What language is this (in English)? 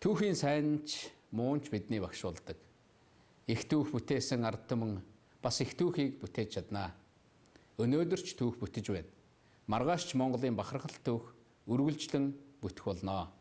Mongolian